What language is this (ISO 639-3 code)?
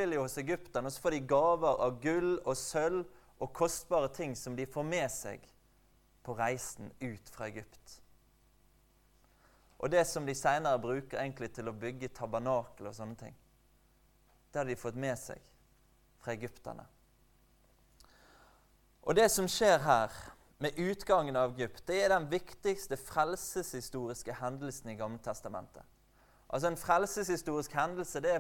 nor